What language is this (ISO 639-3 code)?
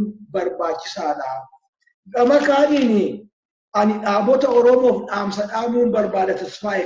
orm